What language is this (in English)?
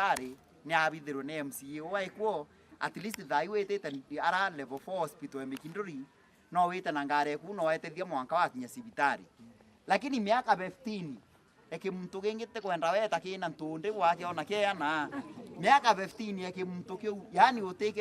Meru